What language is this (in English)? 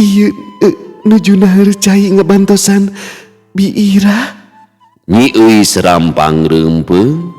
Sundanese